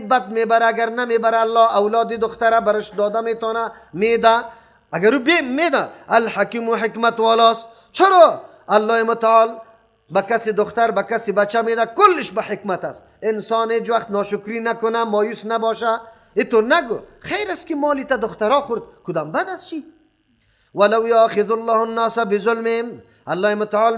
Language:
Persian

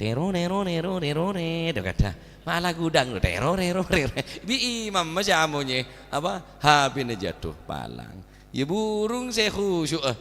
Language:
Madurese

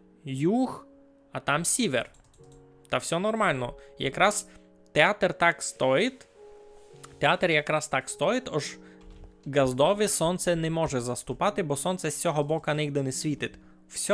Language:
Rusyn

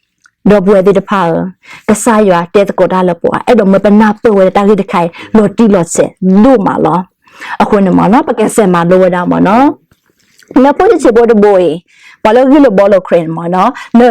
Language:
S'gaw Karen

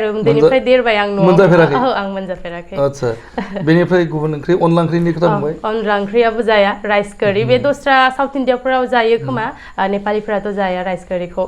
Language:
Bodo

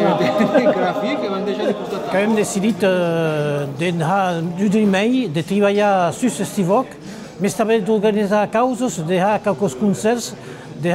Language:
Occitan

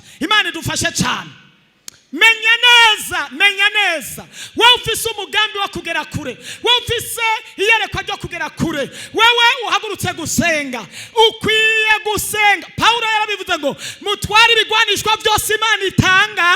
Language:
Rundi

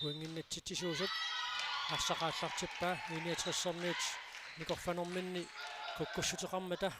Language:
Kalaallisut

